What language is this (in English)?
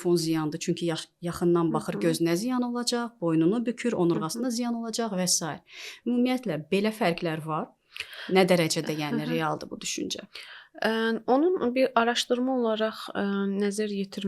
Azerbaijani